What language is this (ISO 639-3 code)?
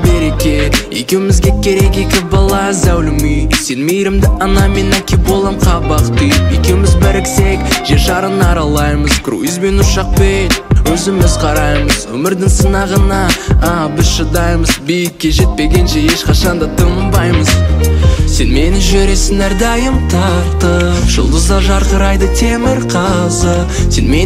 kaz